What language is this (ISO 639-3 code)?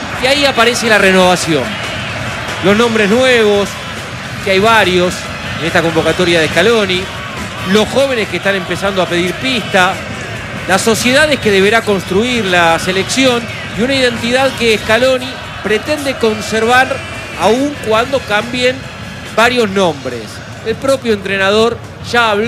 spa